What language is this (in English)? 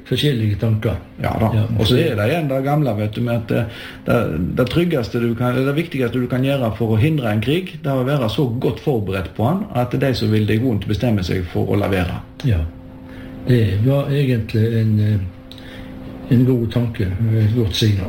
Norwegian